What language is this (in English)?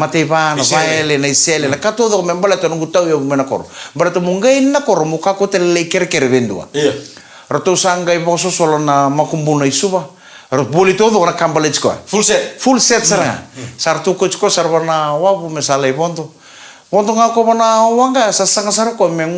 Fijian